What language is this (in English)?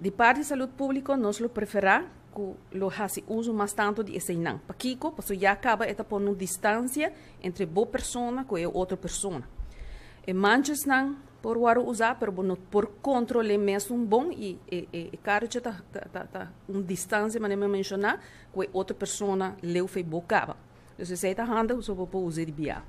Papiamento